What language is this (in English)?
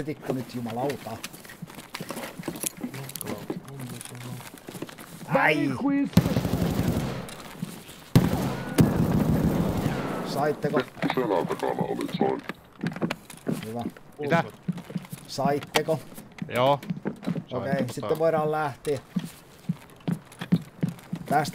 Finnish